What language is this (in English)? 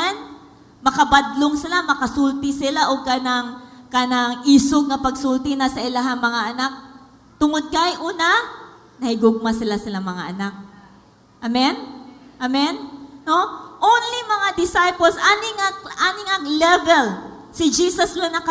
Cebuano